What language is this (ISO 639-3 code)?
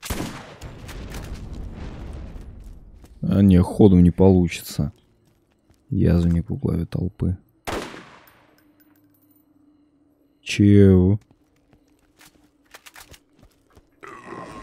rus